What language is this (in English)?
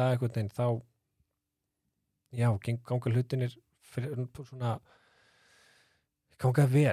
Icelandic